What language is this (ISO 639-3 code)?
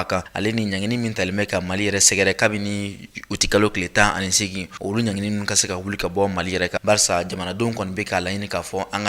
bam